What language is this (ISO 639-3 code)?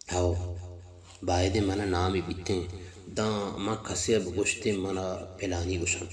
bal